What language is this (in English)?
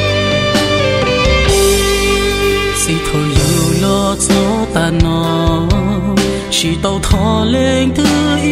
Vietnamese